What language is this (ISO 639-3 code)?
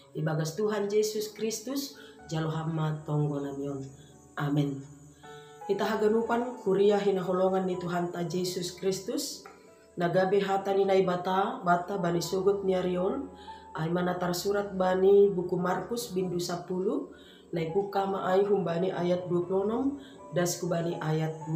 bts